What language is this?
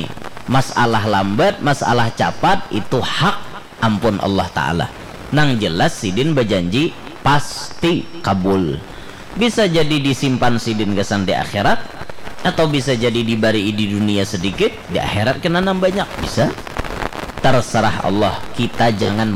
Banjar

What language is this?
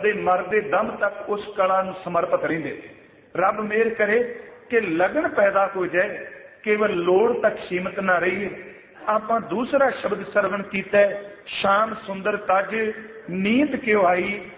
Punjabi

